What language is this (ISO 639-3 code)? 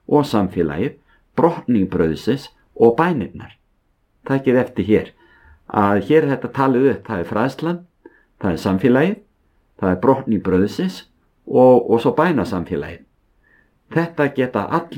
isl